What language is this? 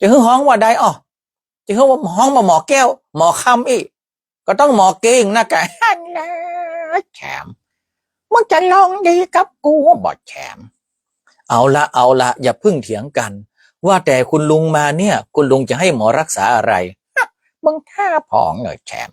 Northern Thai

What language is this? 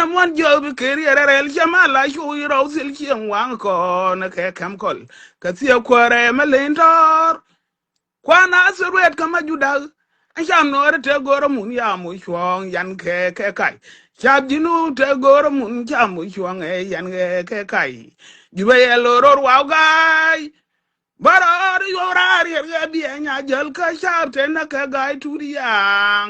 Nuer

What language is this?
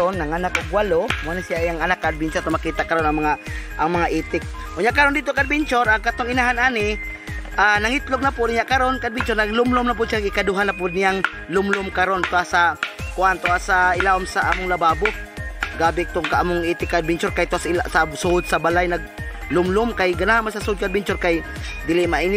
Cebuano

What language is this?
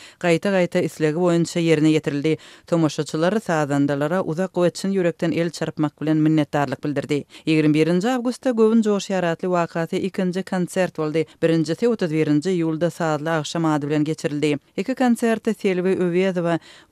Turkmen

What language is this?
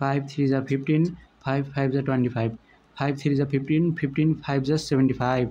Nepali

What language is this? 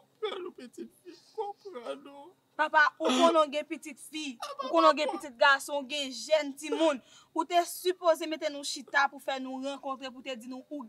Haitian Creole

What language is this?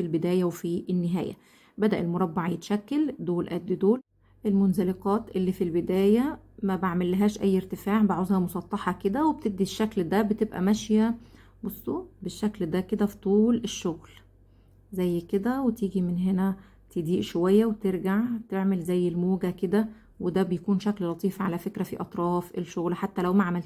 Egyptian Arabic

